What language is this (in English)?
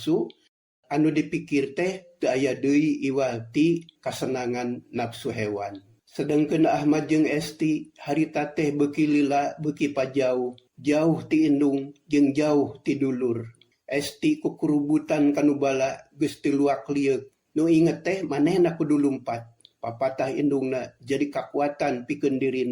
Sundanese